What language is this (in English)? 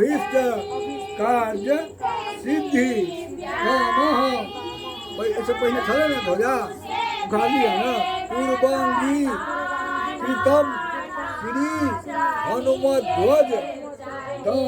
Maithili